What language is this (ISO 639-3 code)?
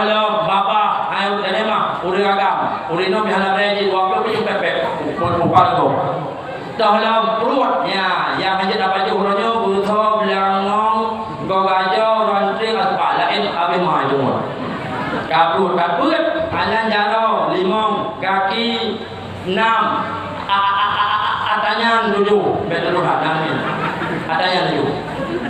ace